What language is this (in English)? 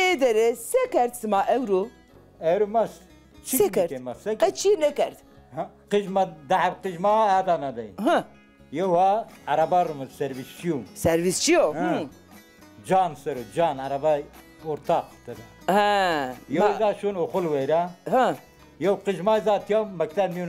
Zaza